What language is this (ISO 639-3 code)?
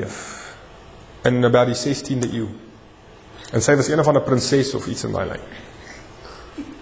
afr